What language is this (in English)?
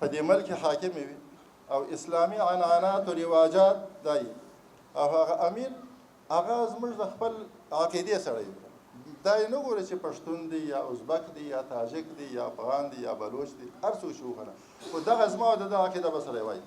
Pashto